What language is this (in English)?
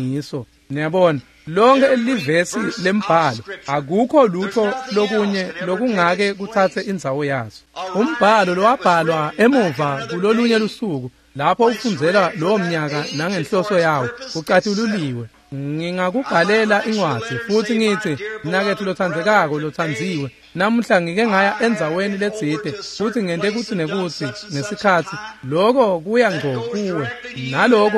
Swati